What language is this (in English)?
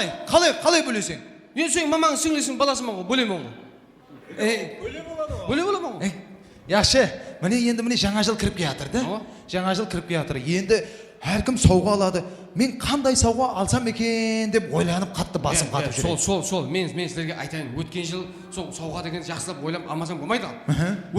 Kara-Kalpak